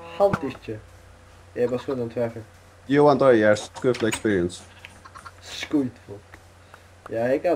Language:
Faroese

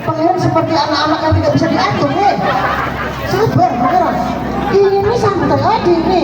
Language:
Banjar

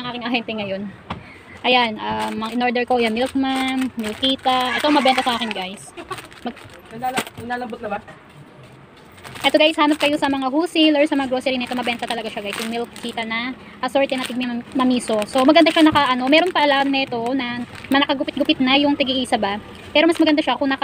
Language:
Filipino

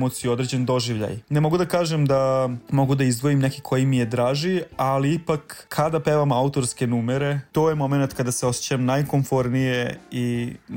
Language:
Serbian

